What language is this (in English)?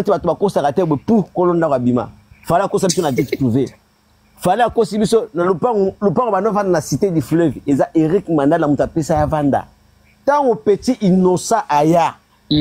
Lingala